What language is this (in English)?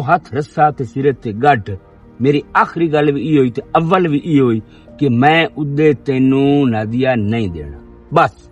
Western Panjabi